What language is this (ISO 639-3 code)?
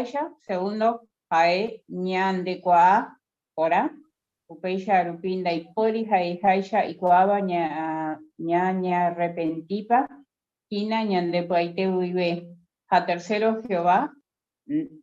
grn